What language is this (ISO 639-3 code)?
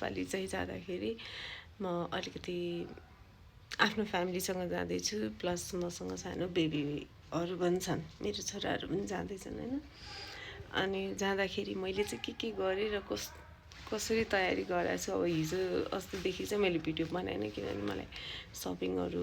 nep